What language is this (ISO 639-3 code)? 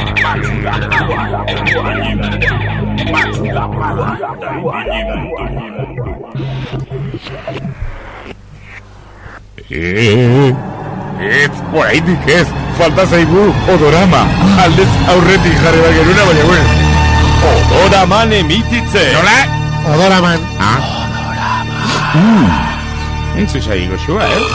eus